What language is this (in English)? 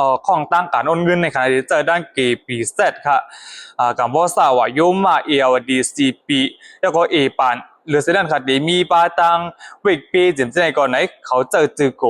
Shan